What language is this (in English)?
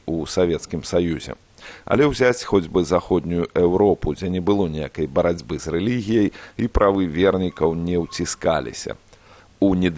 Belarusian